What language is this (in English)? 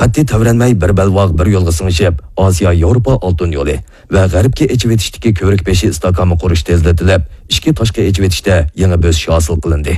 Uyghur